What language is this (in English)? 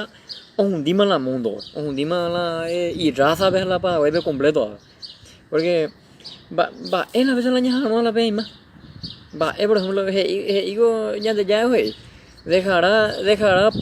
Guarani